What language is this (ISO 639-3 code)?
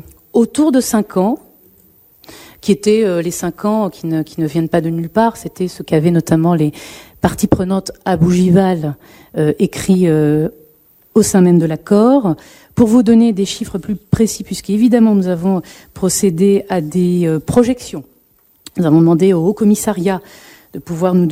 fra